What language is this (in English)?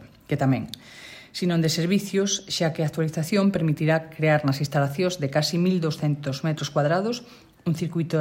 Galician